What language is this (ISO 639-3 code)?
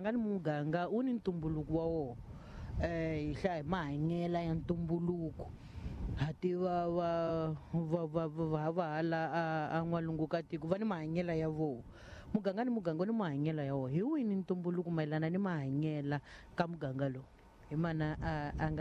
tso